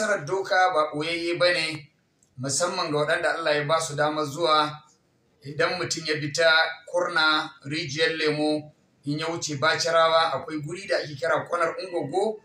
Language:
Hausa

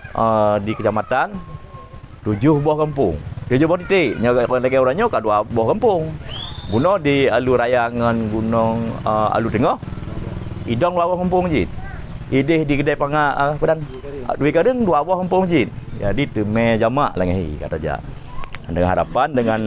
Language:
Achinese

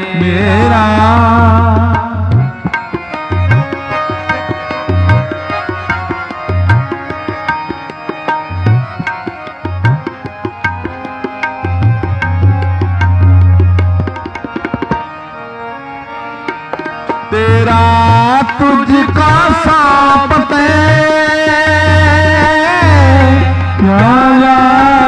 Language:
Punjabi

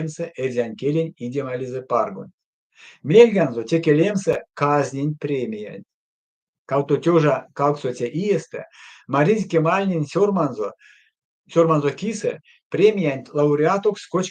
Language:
Erzya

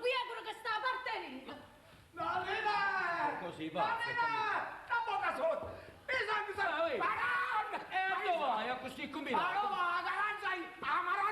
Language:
Neapolitan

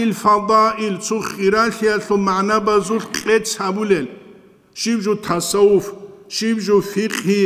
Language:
Avaric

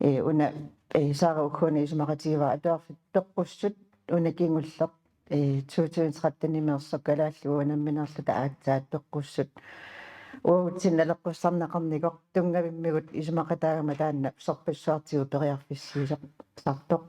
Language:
Kalaallisut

